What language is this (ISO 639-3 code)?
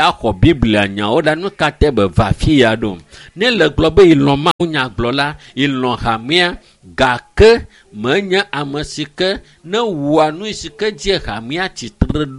ewe